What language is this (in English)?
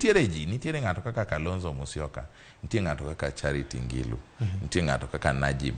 Luo (Kenya and Tanzania)